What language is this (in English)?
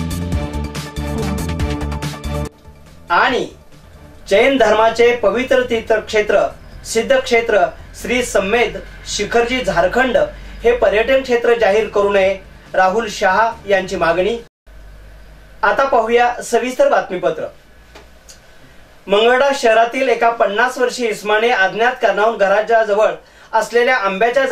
Marathi